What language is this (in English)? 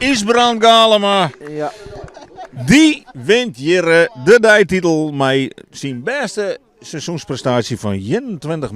Western Frisian